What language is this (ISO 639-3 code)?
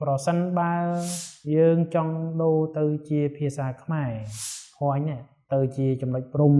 khm